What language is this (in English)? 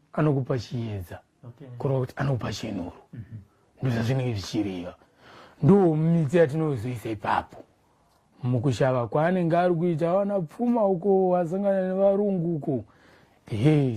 Shona